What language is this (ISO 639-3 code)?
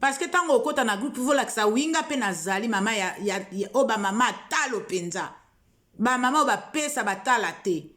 lin